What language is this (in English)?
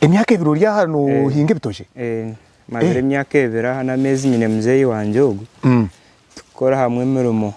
Nyankole